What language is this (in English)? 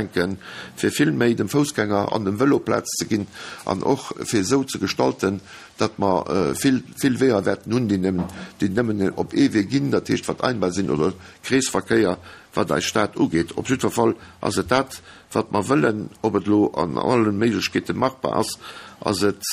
Luxembourgish